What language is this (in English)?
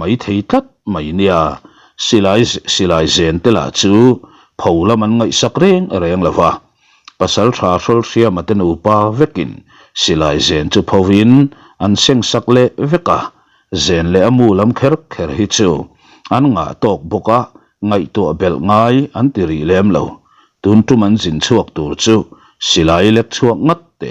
Mizo